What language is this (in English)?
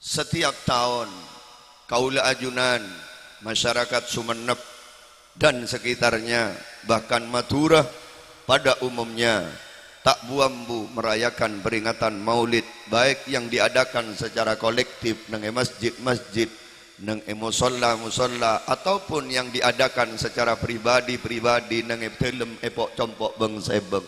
Madurese